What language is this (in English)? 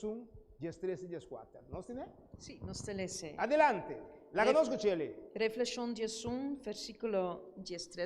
Papiamento